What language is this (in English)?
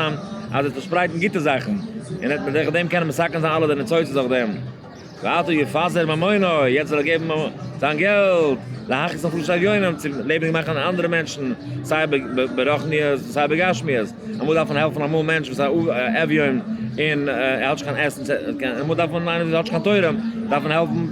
Yiddish